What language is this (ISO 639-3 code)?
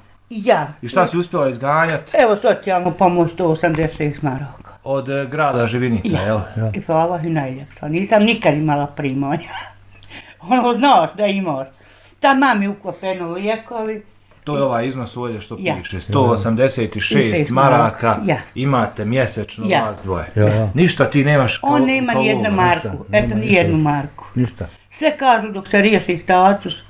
bos